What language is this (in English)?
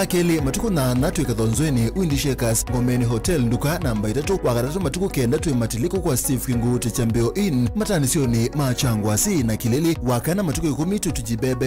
Kamba